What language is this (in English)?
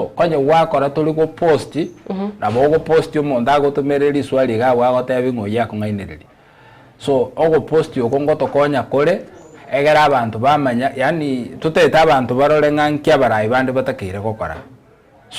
Gusii